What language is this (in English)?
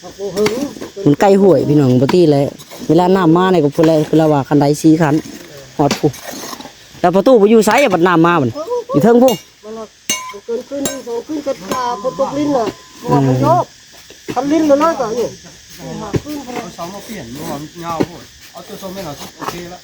Lao